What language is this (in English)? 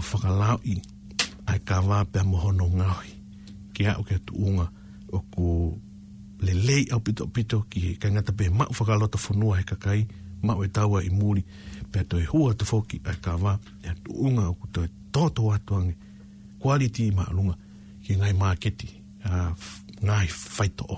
Tongan